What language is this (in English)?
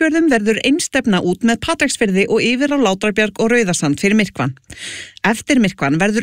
Icelandic